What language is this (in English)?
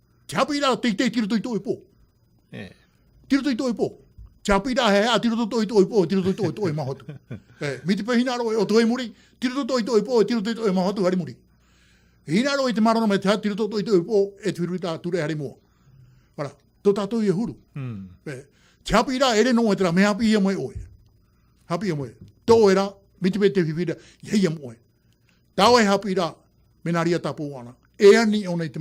Tahitian